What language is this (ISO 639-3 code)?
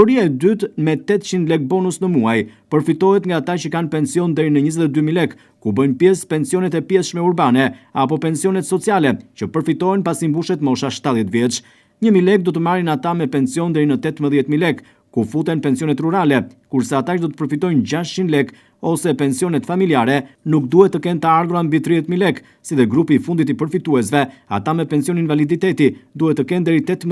sqi